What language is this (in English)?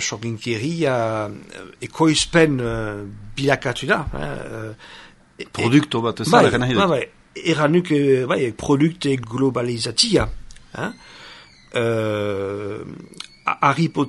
Basque